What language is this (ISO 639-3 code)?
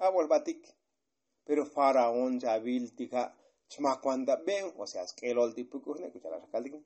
tzo